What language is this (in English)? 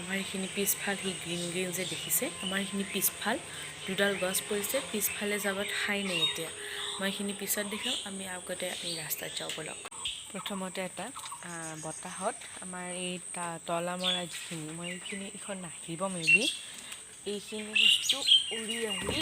Assamese